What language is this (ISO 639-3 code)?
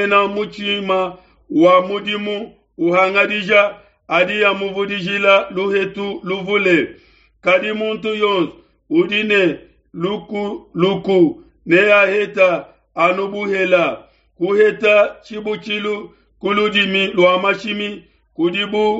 lua